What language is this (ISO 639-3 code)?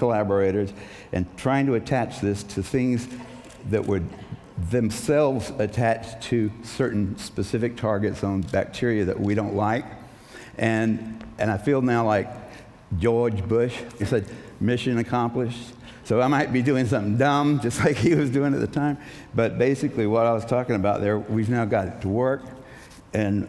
eng